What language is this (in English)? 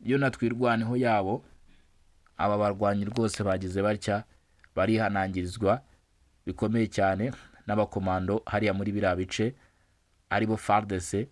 Kinyarwanda